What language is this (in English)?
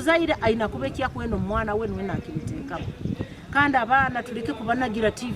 Nyankole